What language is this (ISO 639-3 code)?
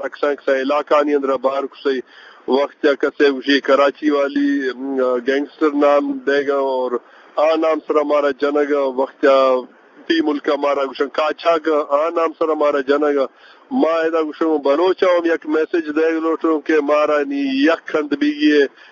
bgp